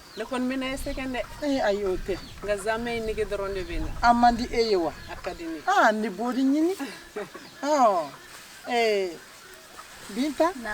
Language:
Bambara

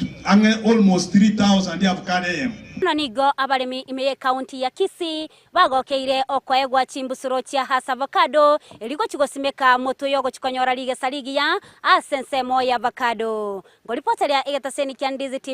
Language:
Gusii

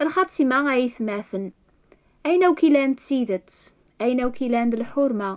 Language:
Kabyle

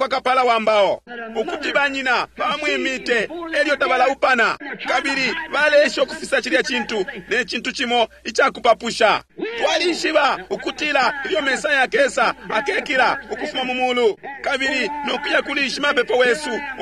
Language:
Bemba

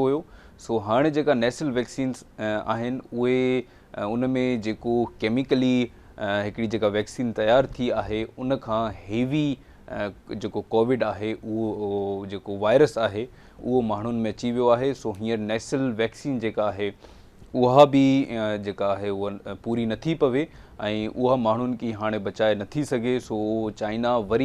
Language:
Sindhi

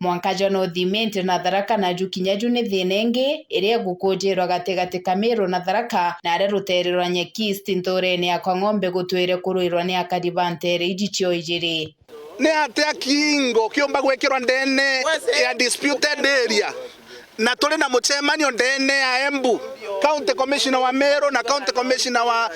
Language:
Meru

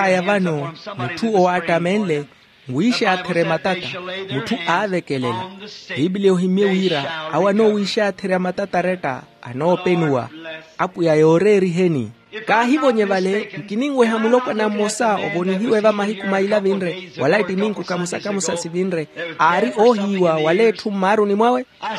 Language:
Makhuwa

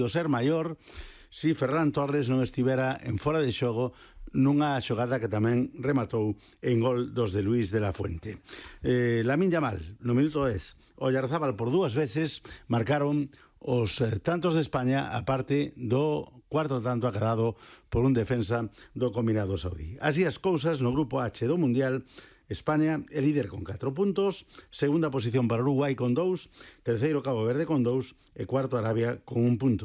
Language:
Galician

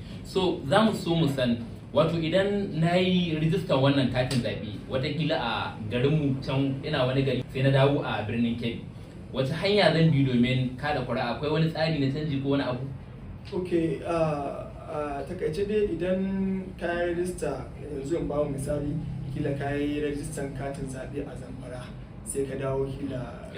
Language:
Hausa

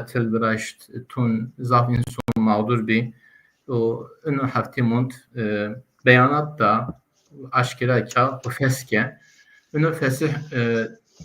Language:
Zaza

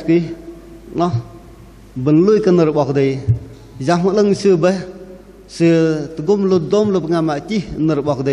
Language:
Bahnar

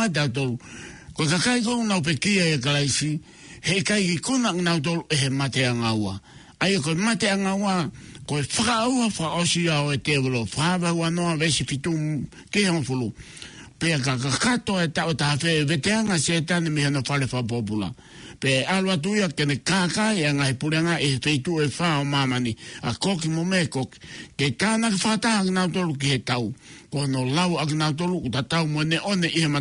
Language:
Tongan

